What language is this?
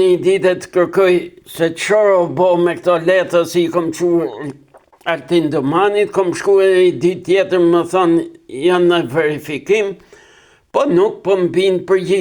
Albanian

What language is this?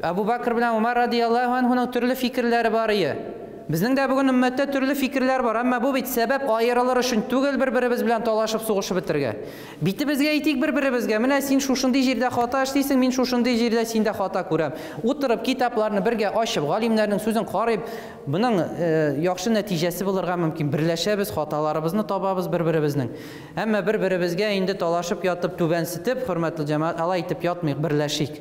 Tatar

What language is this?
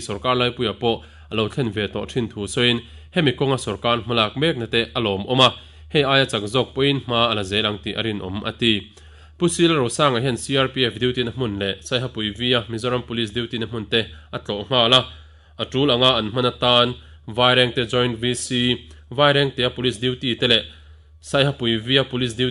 Mizo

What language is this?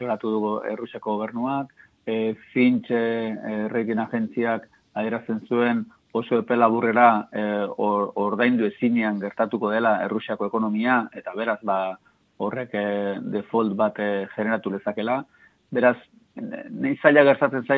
Basque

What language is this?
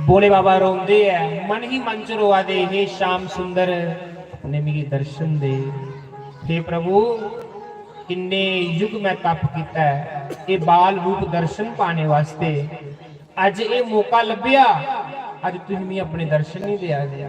Dogri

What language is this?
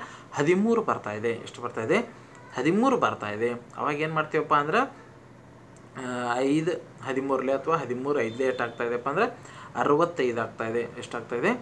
Kannada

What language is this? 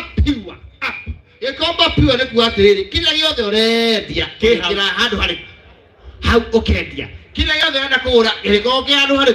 Kikuyu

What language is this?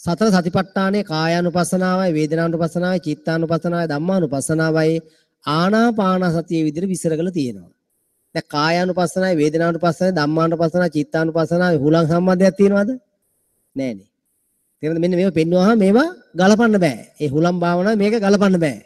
Sinhala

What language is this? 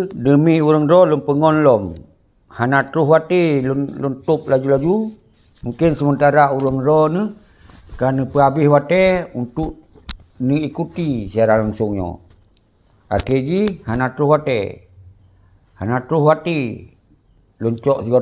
Achinese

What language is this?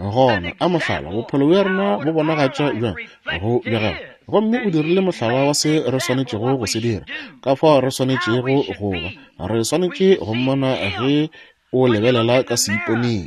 Northern Sotho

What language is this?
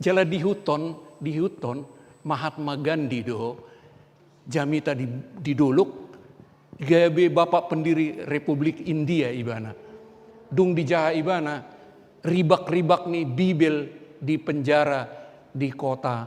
Batak Toba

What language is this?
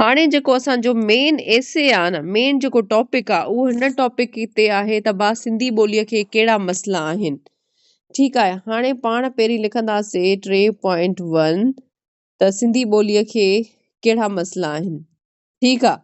Sindhi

